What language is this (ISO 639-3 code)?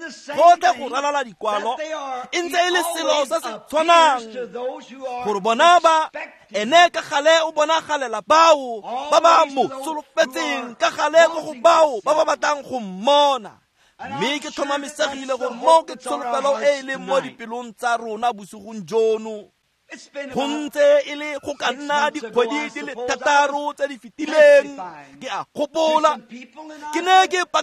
tsn